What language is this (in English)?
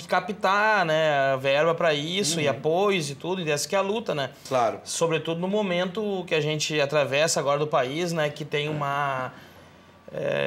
Portuguese